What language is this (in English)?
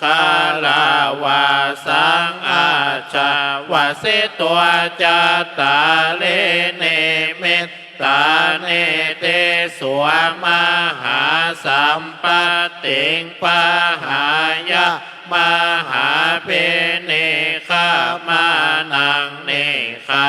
Pali